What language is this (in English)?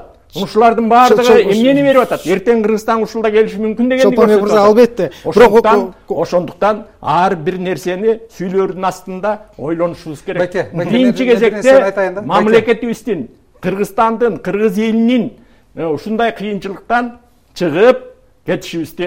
Kyrgyz